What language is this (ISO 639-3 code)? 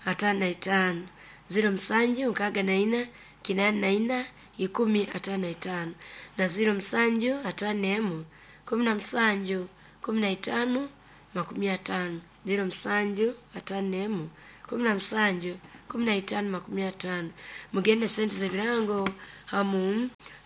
nyo